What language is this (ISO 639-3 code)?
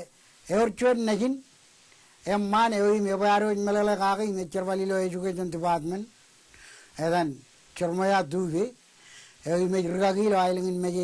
mah